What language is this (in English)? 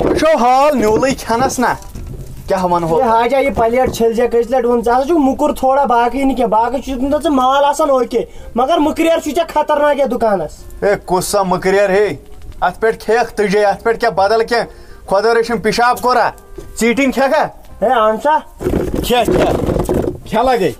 Kashmiri